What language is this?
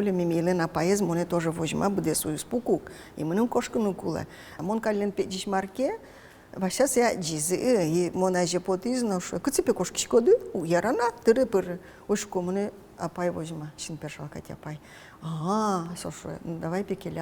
Udmurt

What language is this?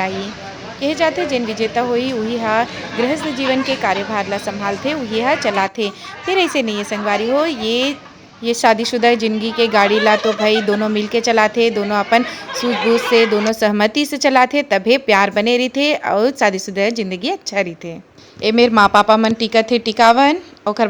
Chhattisgarhi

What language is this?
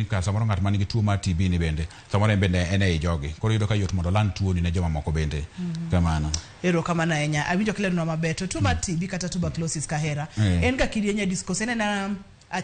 Luo (Kenya and Tanzania)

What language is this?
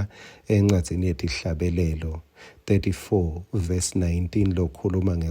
Swati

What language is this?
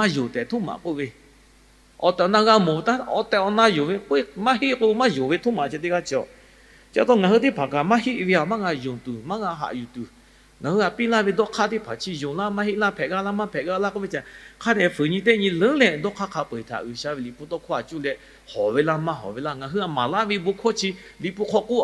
Lahu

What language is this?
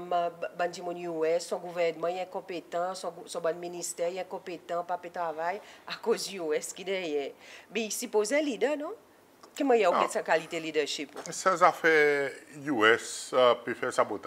Seselwa Creole French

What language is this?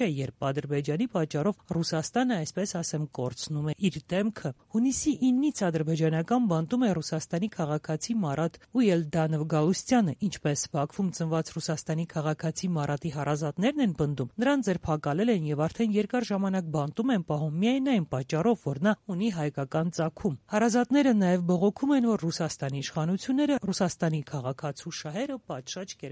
Armenian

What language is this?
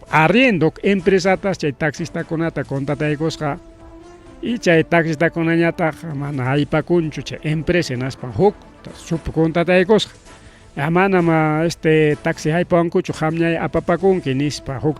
Ayacucho Quechua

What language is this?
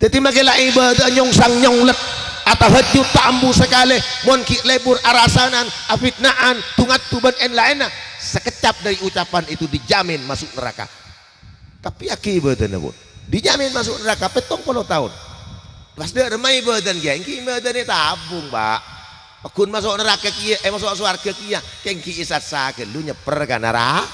Madurese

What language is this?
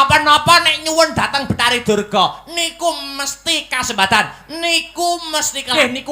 Javanese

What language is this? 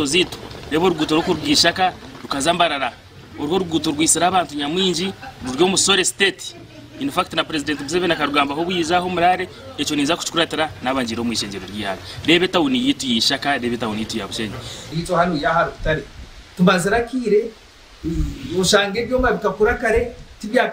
Nyankole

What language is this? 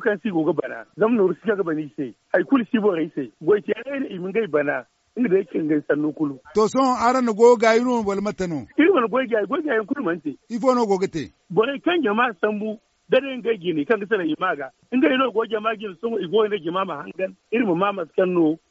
Zarma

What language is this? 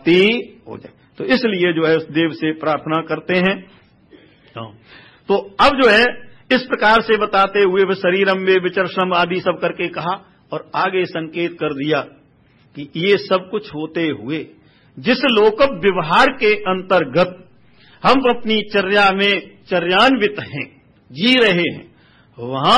Hindi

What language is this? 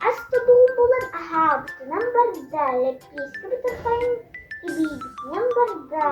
Yakut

